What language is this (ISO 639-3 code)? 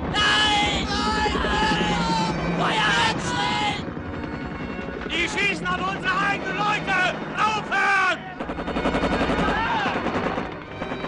deu